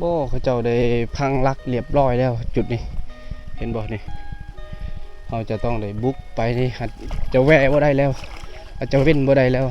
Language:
Lao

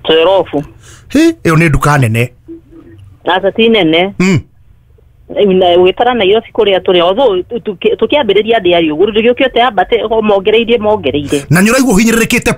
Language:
Kikuyu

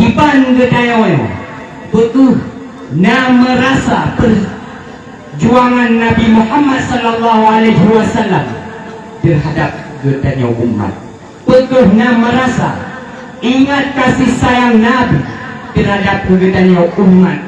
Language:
Achinese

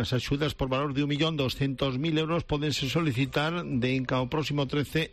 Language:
Galician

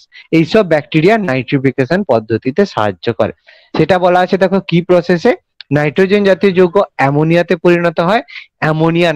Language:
Bangla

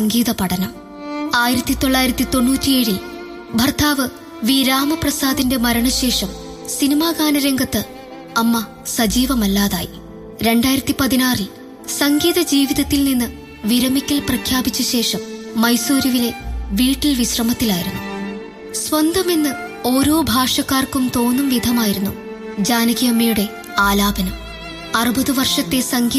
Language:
Malayalam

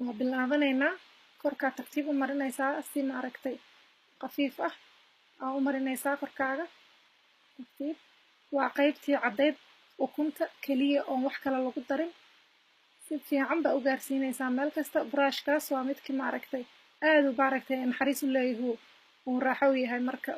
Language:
Somali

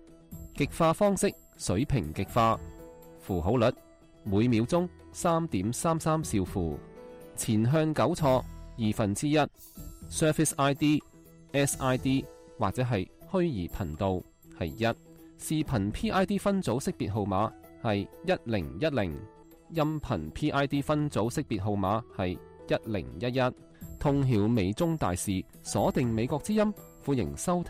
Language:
Cantonese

